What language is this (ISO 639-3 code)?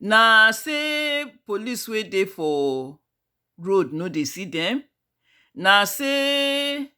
pcm